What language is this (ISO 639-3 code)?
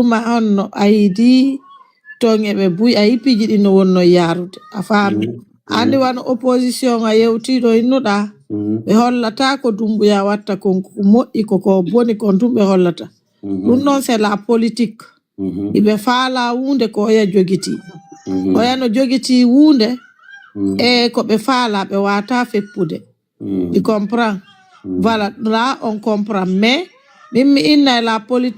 ful